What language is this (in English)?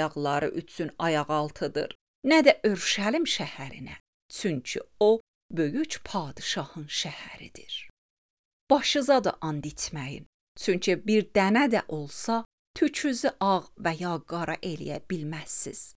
Azerbaijani